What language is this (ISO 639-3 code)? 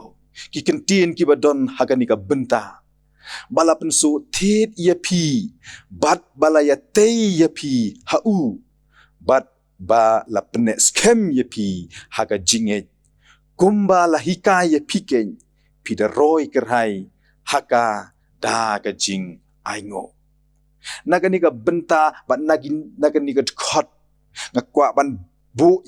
kha